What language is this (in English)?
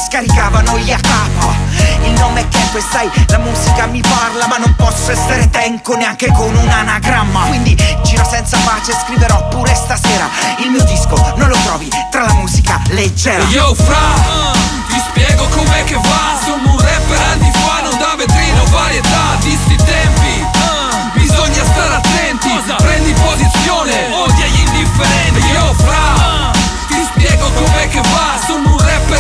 Italian